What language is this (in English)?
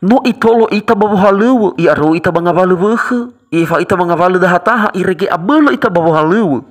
Nias